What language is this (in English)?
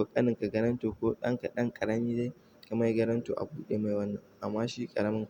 Hausa